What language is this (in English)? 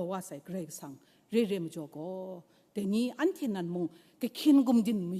Kachin